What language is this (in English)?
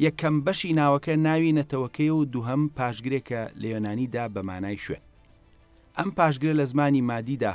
Central Kurdish